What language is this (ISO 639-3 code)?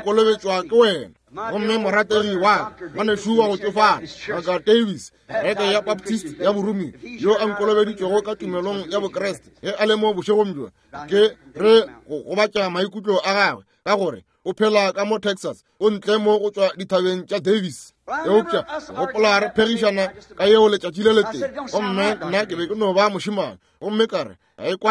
nso